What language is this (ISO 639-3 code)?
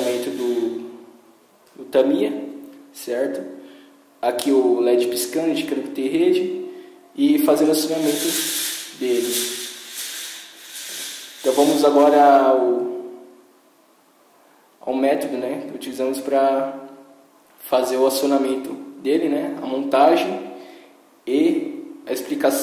por